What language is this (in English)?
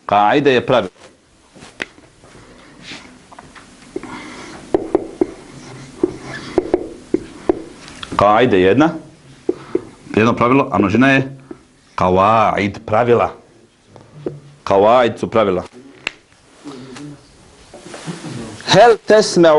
Bosnian